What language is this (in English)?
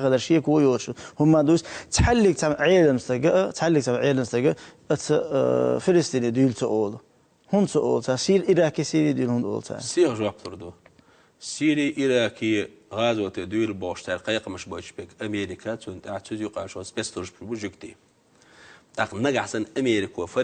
Chechen